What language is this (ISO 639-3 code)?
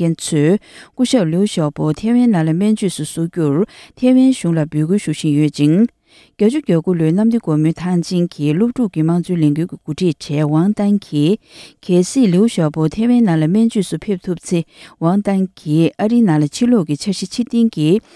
bod